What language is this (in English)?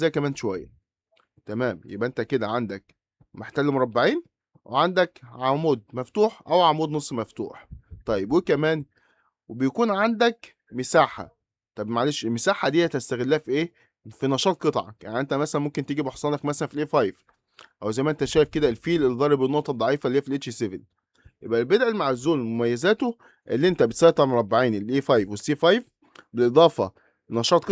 Egyptian Arabic